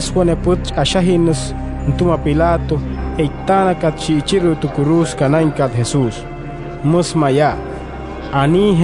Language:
Wayuu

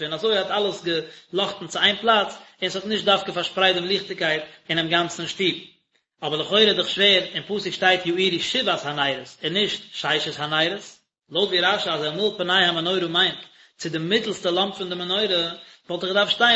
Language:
Yiddish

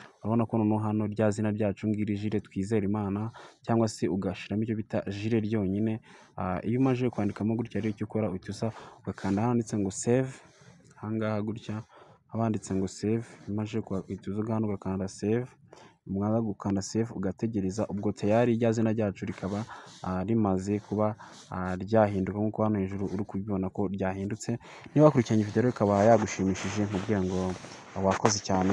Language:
Kinyarwanda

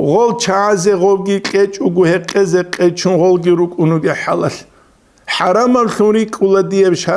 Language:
Avaric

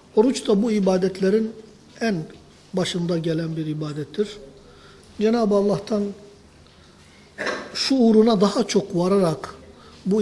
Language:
Turkish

